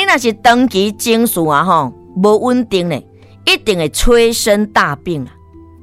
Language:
Min Nan Chinese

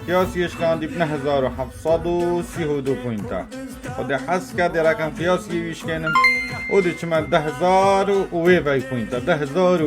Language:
Kurdish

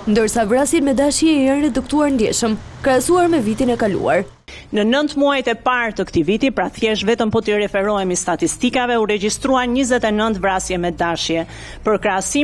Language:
Albanian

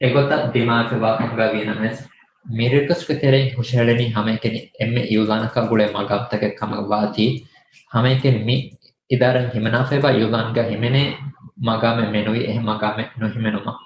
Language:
Divehi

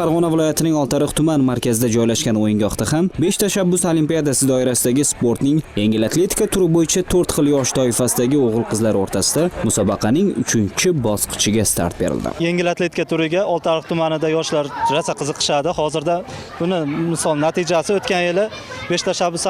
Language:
Uzbek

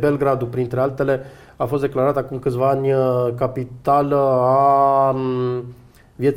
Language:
Romanian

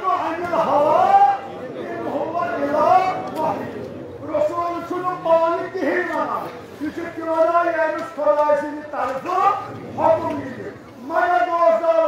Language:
Kashmiri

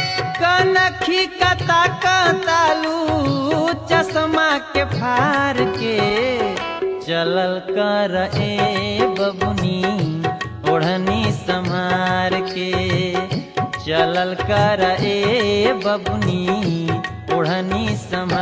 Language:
Bhojpuri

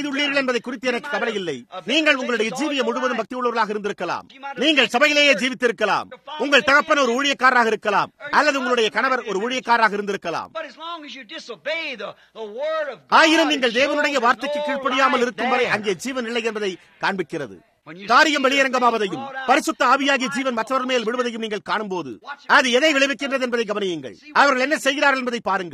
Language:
Tamil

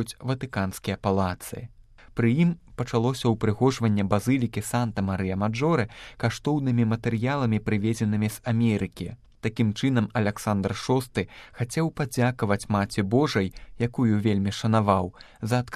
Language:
Belarusian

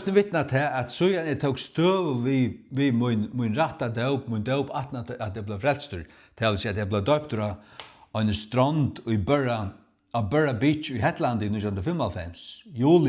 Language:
Faroese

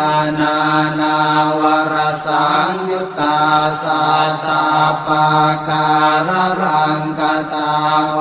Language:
Pali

